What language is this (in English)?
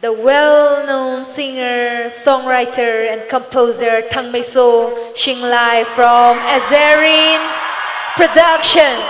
Tangkhul Naga (India)